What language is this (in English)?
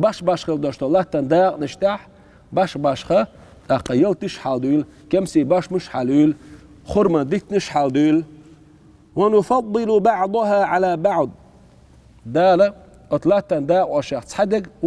Chechen